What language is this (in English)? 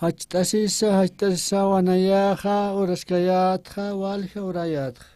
Aymara